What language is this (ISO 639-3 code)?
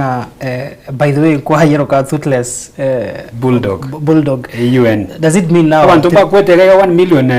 guz